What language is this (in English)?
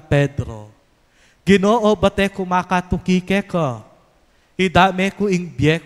Pampanga